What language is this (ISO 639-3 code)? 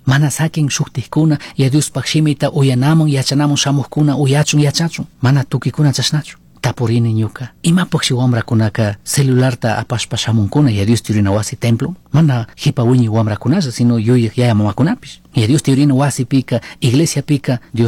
qug